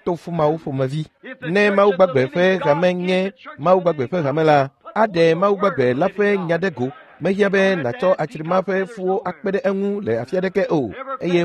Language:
Ewe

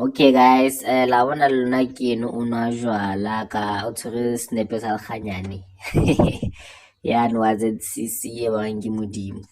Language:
Southern Sotho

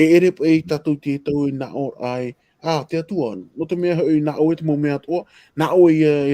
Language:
Tahitian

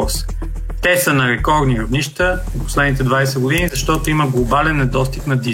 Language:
Bulgarian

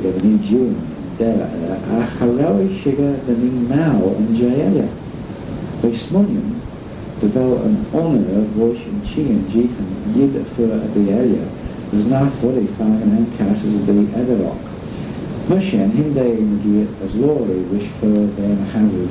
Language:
Manx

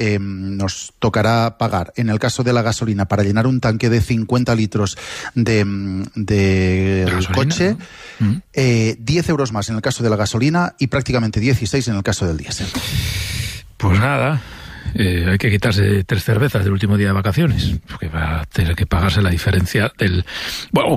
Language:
Spanish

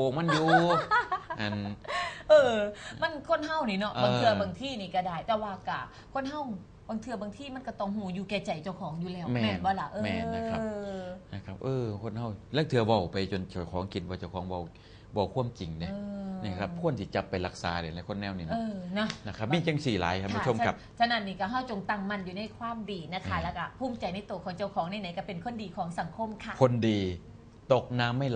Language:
Northeastern Thai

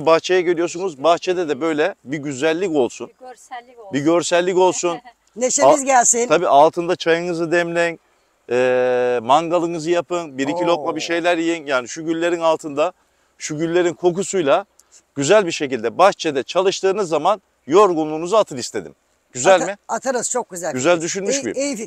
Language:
Turkish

